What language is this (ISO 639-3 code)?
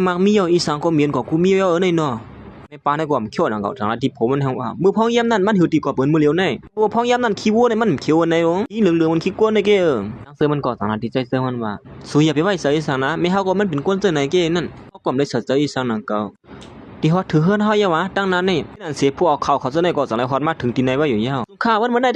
shn